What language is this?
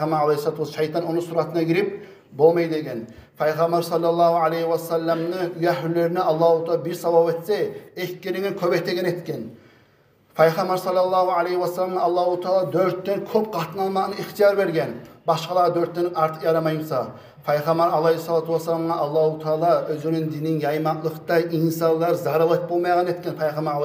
Kumyk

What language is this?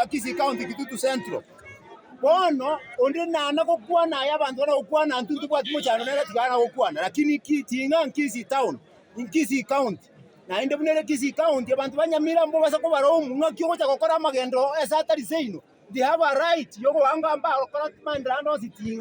Gusii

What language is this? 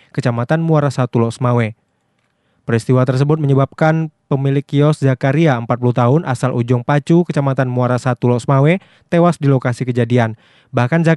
Indonesian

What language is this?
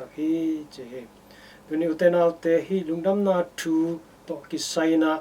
Tedim Chin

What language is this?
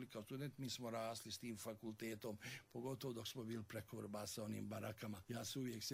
Bosnian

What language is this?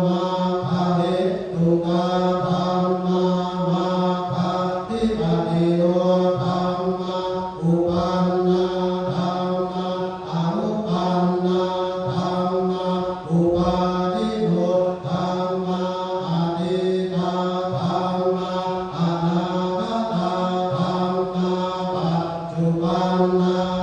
Pali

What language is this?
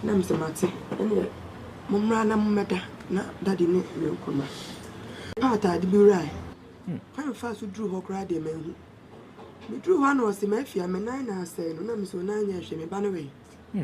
Akan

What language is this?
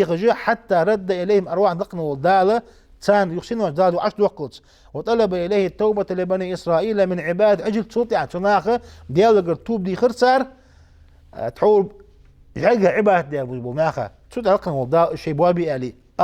Ingush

